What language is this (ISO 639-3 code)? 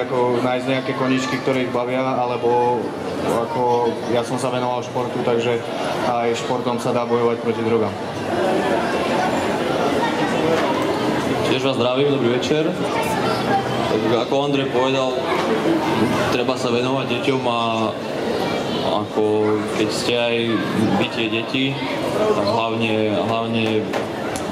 slk